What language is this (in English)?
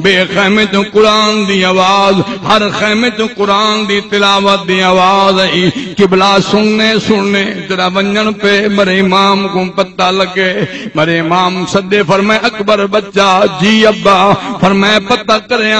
Saraiki